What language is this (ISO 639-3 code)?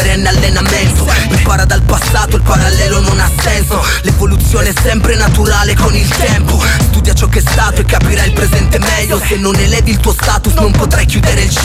ita